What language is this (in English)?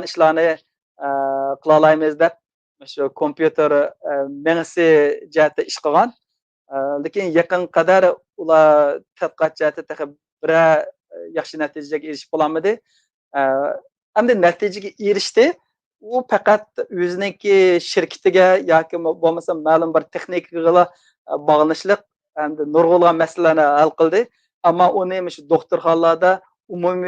Uyghur